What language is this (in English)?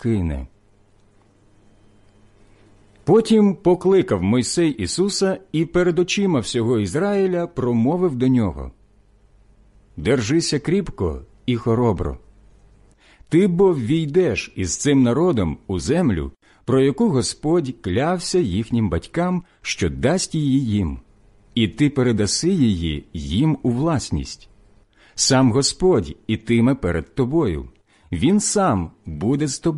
Ukrainian